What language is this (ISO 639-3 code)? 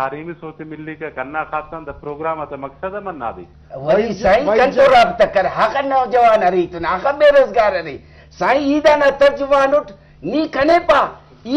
brh